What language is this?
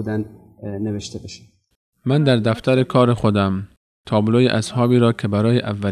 Persian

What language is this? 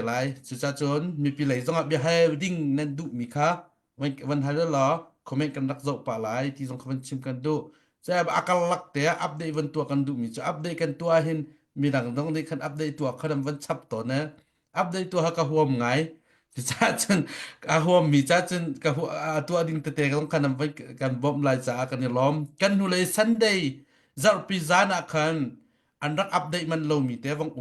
Hakha Chin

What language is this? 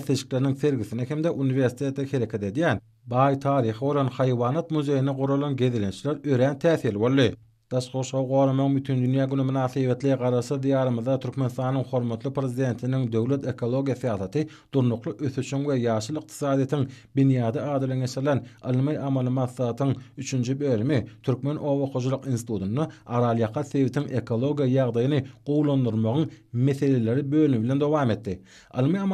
Turkmen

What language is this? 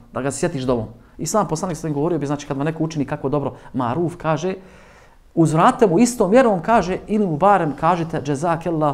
Bosnian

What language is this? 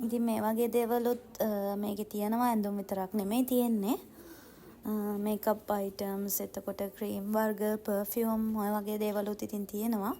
Sinhala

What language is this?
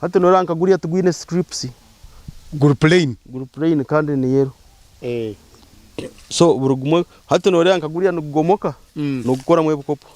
Nyankole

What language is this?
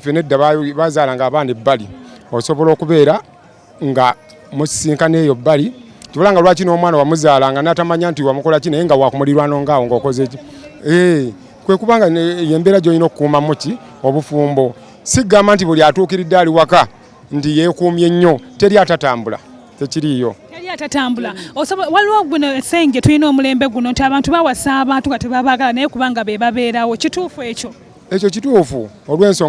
Ganda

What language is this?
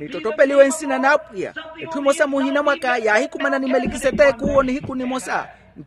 Makhuwa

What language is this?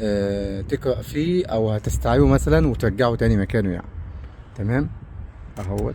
Egyptian Arabic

